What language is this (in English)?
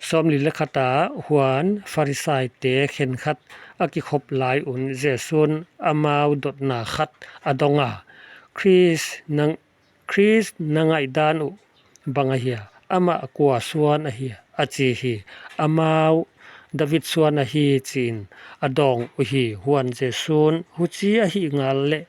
Paite Chin